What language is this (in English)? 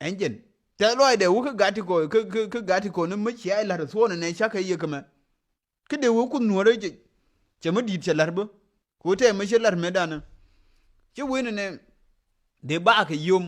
Nuer